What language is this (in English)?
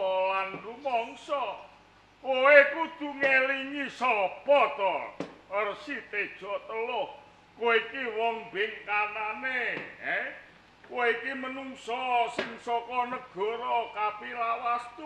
Javanese